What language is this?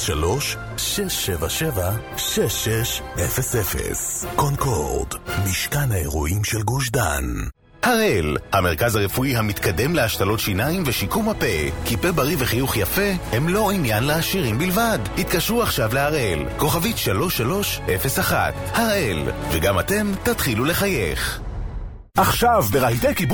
Hebrew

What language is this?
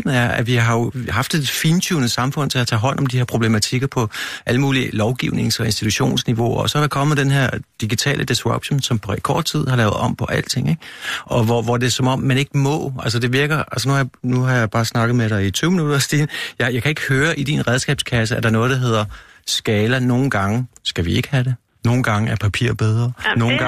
Danish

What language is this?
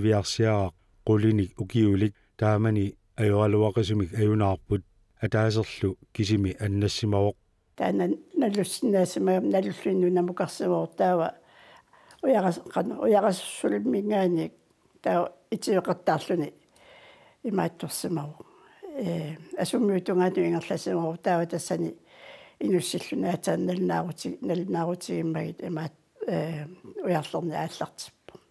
Kalaallisut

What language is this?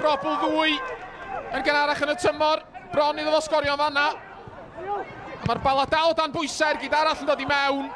Welsh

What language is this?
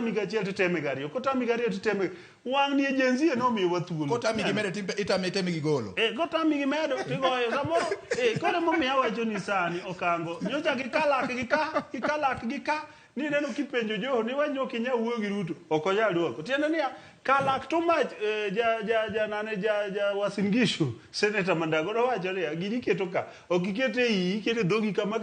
Luo (Kenya and Tanzania)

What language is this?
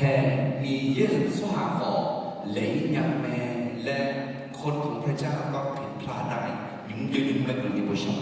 Akha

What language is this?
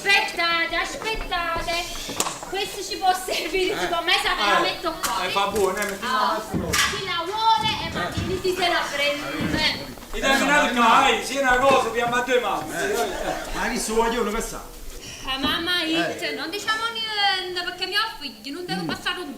Neapolitan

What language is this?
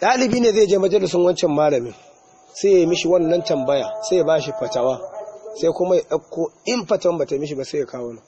Hausa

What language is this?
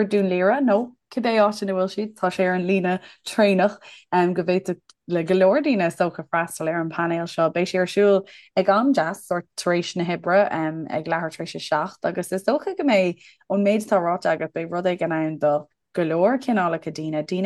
Irish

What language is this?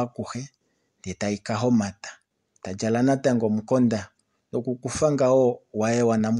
Kuanyama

